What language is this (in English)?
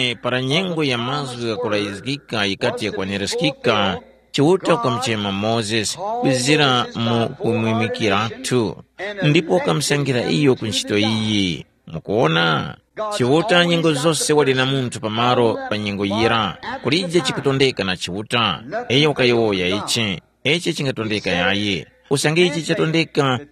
Tumbuka